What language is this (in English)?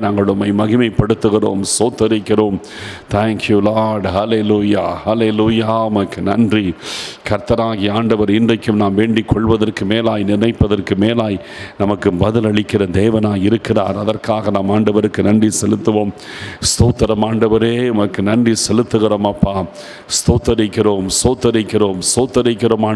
Tamil